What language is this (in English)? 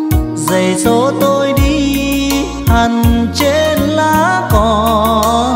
Vietnamese